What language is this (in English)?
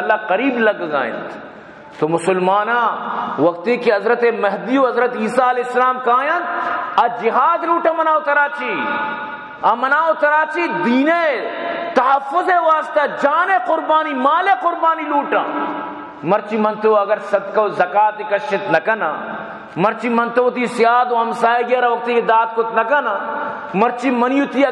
Baluchi